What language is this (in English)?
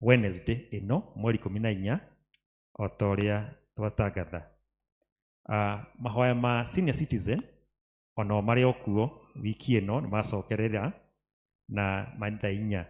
Kikuyu